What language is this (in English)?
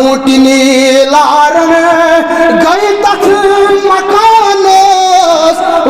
Kashmiri